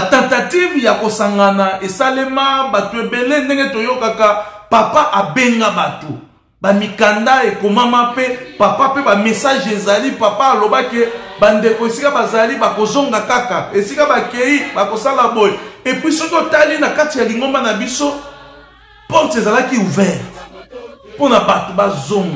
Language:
Lingala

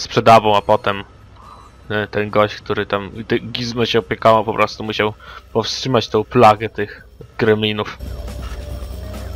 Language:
Polish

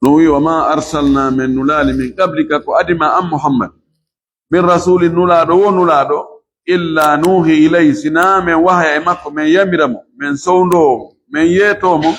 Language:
Fula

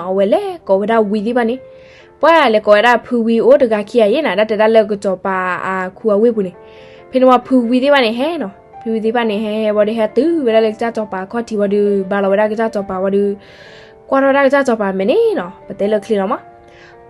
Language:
S'gaw Karen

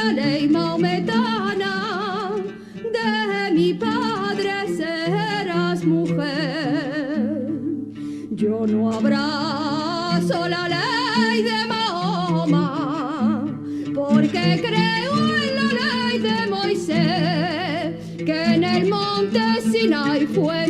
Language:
Ladino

